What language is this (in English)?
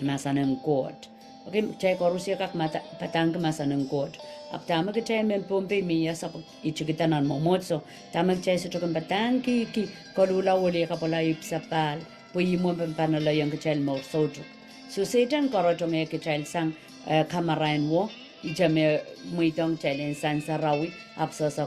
Pohnpeian